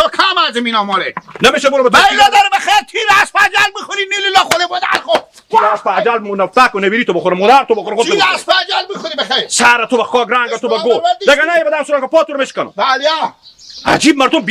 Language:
Hazaragi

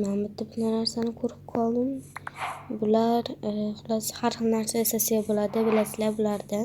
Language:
Uzbek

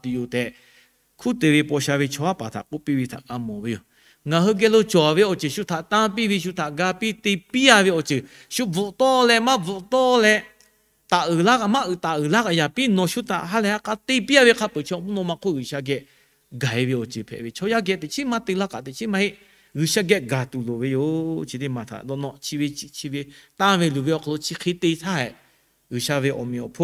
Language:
Lahu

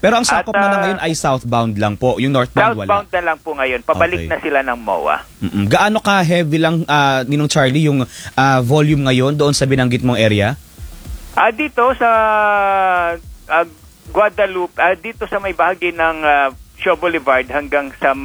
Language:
Filipino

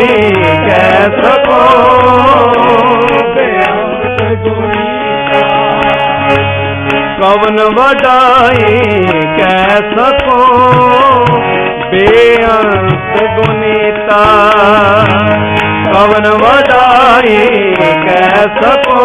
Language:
Punjabi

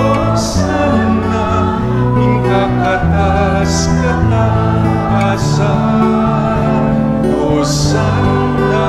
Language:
Pampanga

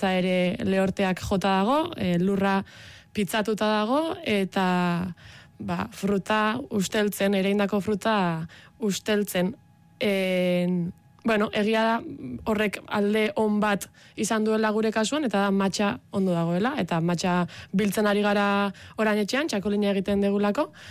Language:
Basque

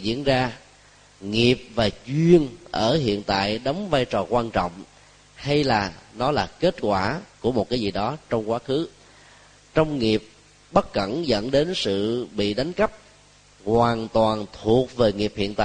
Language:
Vietnamese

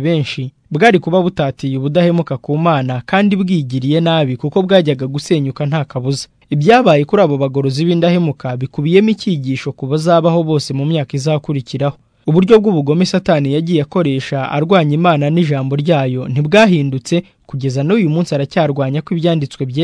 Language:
Kinyarwanda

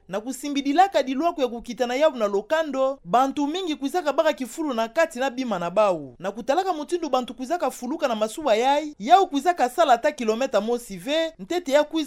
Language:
Kituba (Democratic Republic of Congo)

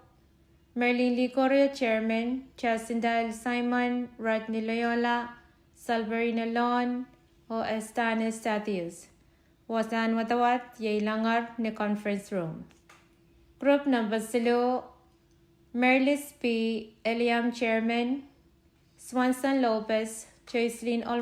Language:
Pohnpeian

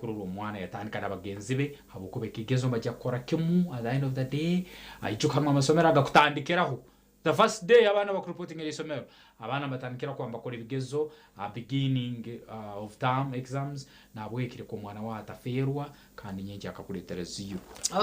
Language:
Nyankole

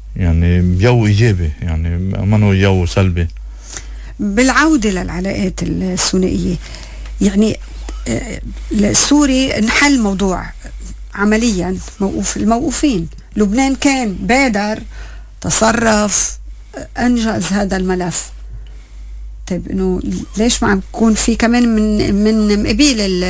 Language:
North Levantine Arabic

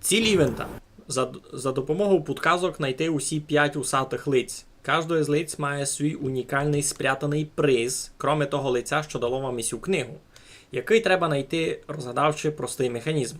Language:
Rusyn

